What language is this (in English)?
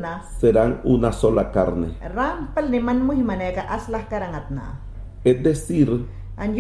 Mayangna